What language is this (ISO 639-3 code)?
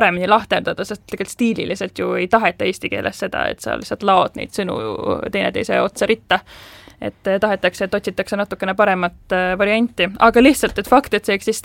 est